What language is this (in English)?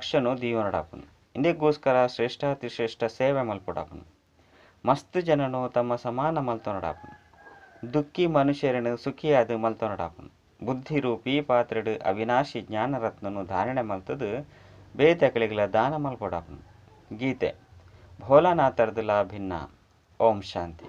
Tulu